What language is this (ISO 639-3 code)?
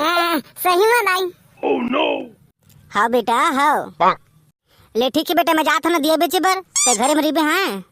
hne